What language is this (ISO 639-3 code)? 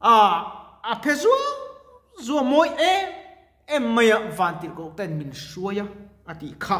lus